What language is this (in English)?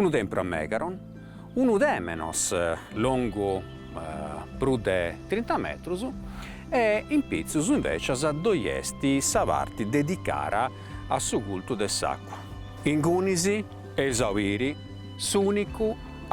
Sardinian